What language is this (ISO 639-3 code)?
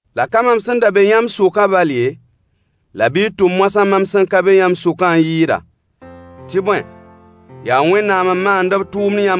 mos